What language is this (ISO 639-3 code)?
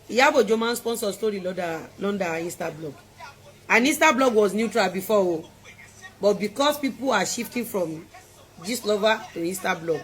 yor